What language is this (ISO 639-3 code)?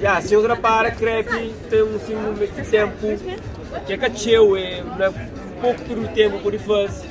kea